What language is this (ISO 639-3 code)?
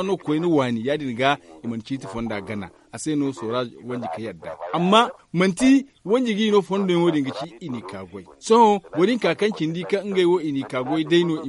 dje